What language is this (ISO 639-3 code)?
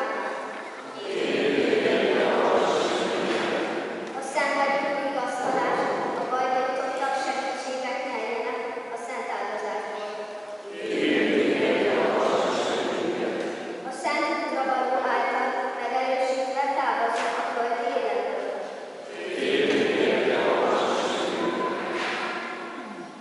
hun